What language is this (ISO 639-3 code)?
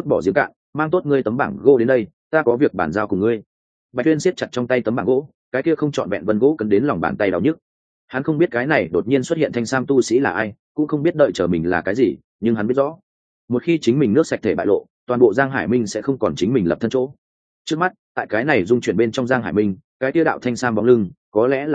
vie